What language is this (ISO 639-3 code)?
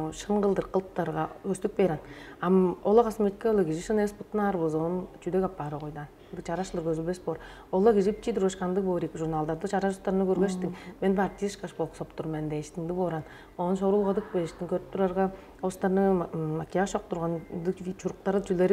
tyv